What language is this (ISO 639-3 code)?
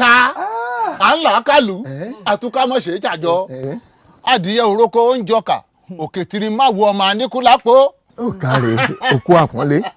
yor